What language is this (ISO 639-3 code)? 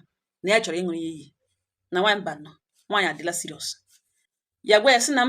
ibo